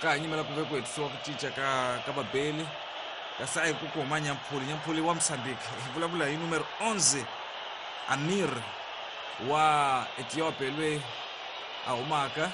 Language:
Tsonga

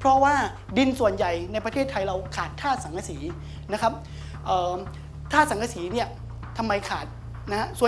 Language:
Thai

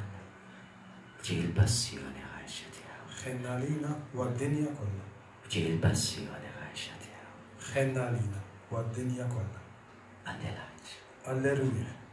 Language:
Maltese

